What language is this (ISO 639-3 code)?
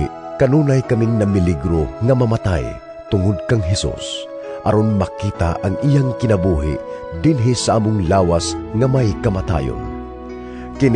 ceb